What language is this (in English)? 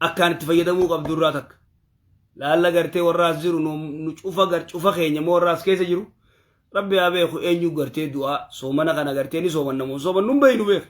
Oromo